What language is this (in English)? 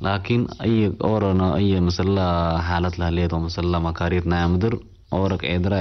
Tigre